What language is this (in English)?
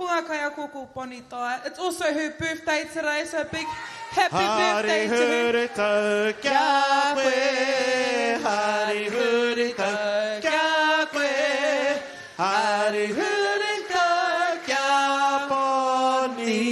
Māori